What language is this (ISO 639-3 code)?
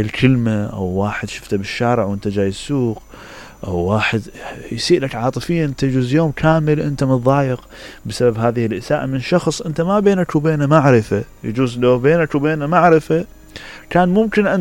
acm